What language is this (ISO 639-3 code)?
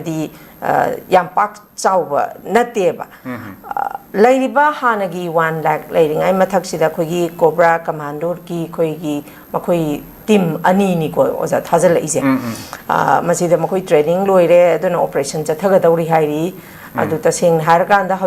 mni